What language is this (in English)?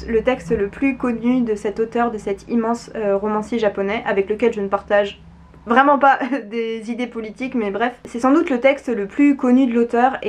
French